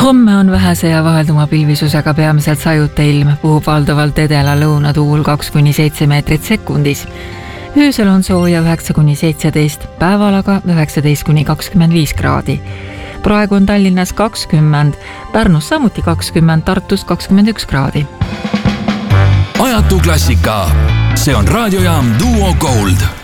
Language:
Estonian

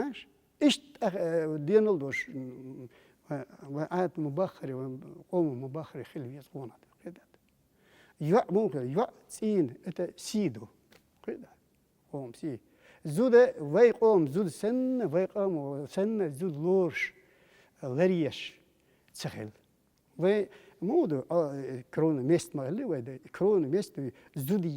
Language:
Chechen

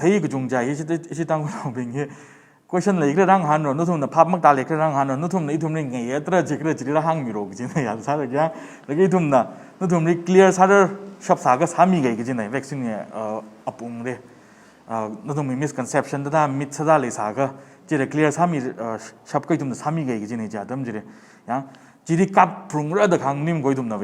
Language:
Tangkhul Naga (India)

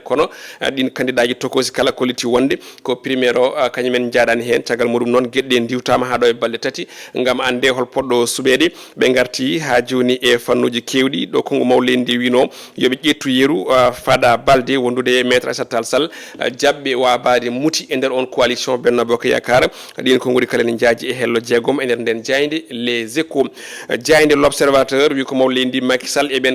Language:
Fula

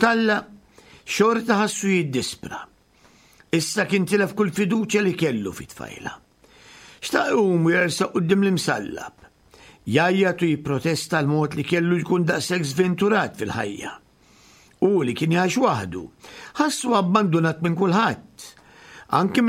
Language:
Maltese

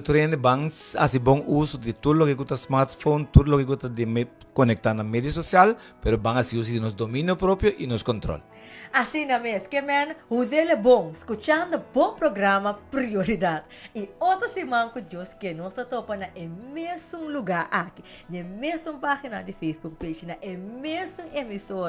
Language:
Papiamento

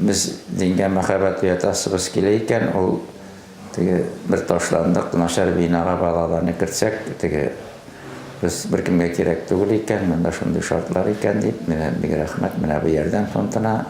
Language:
Tatar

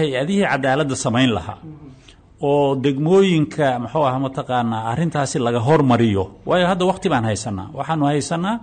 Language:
Somali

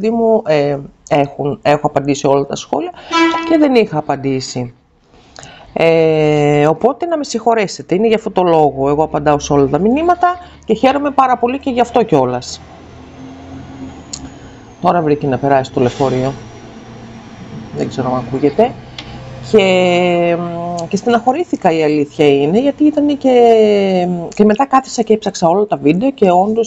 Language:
Greek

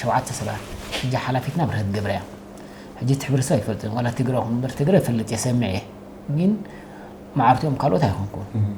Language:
Tigrinya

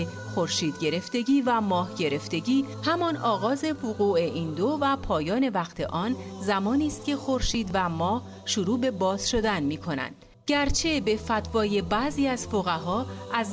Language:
Persian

